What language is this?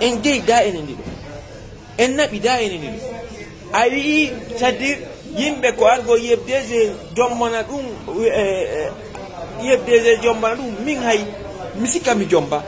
Fula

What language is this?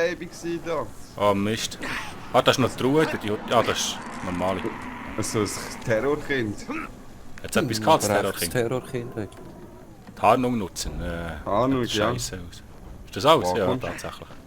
Swiss German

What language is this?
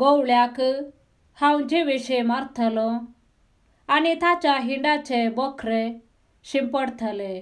Konkani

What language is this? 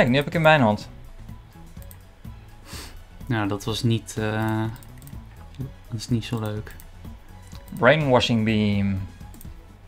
Dutch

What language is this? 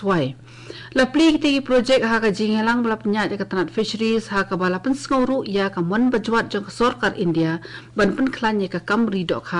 Khasi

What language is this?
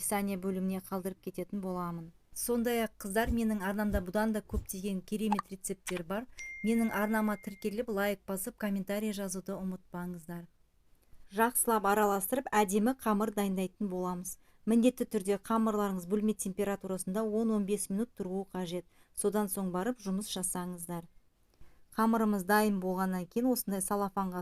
Kazakh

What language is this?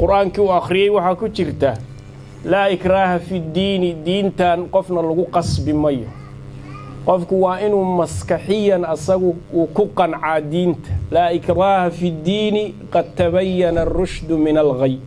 Somali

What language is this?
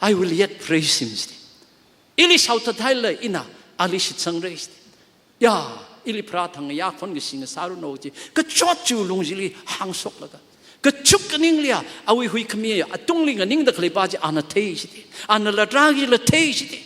Tangkhul Naga (India)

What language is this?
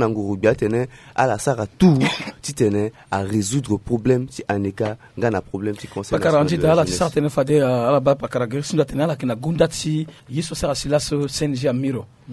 Sango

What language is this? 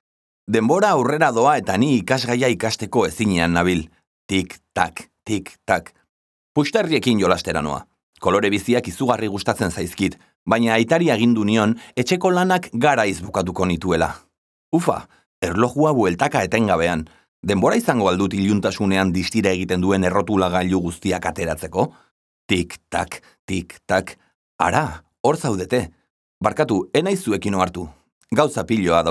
Basque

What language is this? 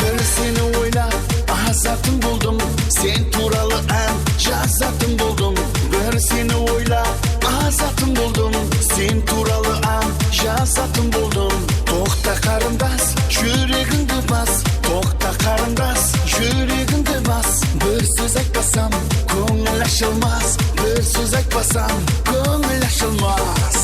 Kara-Kalpak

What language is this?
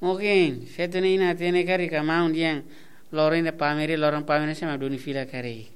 Tetum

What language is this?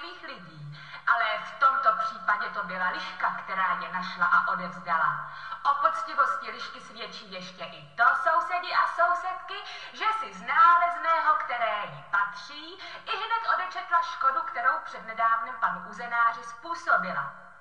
Czech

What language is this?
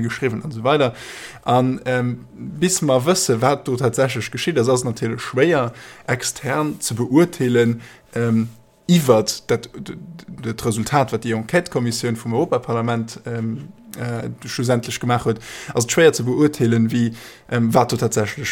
Luxembourgish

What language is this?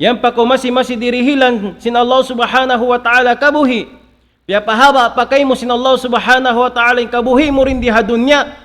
Tausug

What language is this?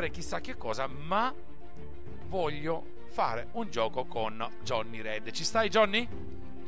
Italian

